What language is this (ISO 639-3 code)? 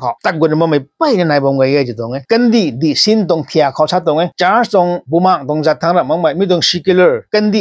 nbu